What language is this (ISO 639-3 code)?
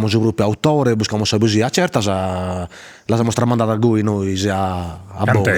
srd